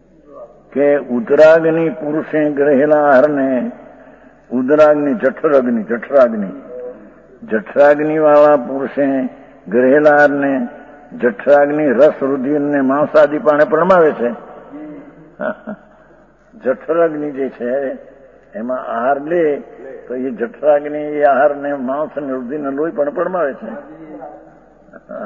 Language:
Gujarati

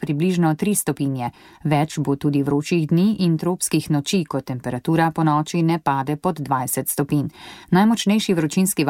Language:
Slovenian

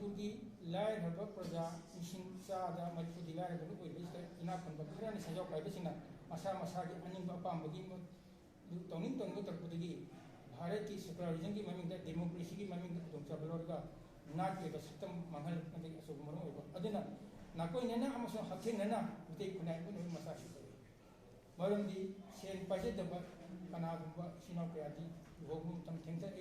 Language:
Manipuri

